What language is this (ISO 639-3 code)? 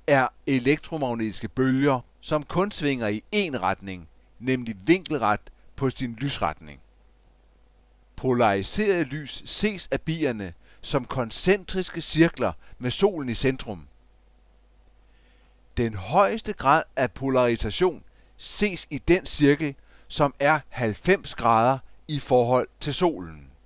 dan